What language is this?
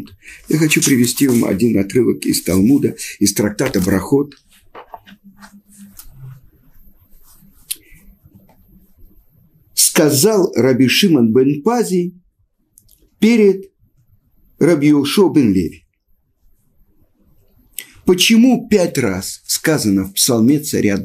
Russian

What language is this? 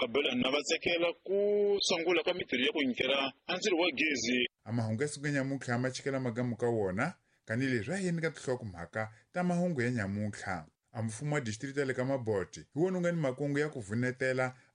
Tsonga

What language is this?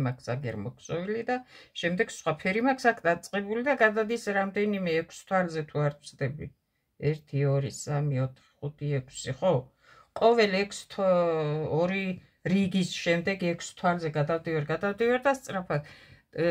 Georgian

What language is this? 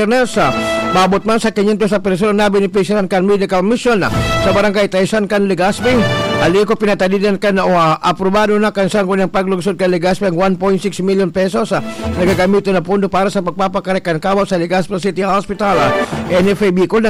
Bikol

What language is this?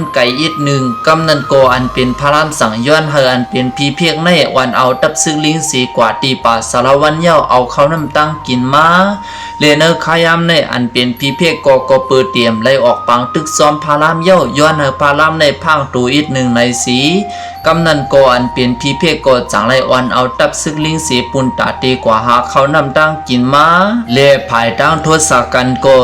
Shan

